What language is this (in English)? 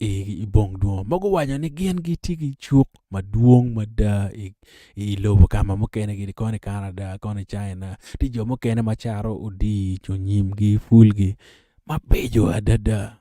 Acoli